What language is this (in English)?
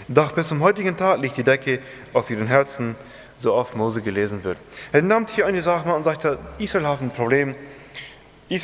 Plautdietsch